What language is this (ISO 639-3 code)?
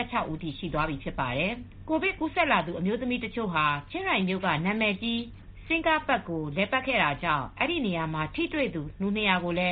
mya